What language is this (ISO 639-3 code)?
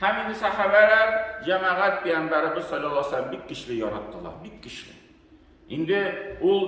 tat